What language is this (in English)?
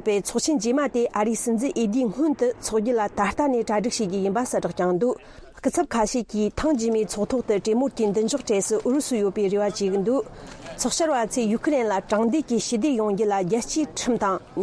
Tibetan